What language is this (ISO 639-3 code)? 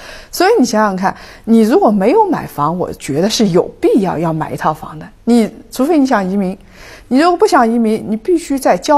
zho